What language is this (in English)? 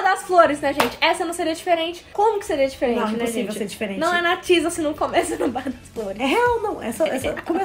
Portuguese